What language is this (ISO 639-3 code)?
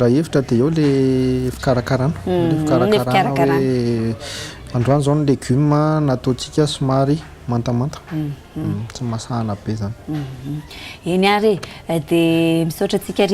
mlg